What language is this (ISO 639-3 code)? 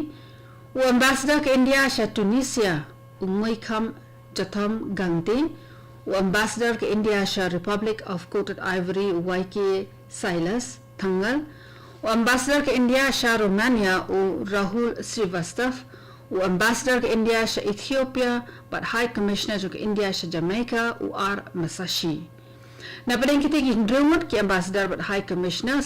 kha